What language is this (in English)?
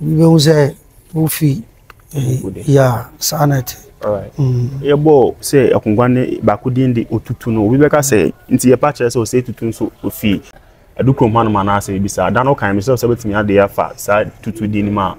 Akan